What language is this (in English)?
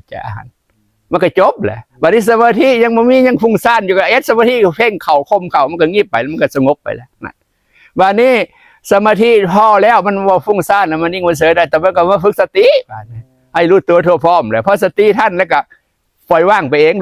Northeastern Thai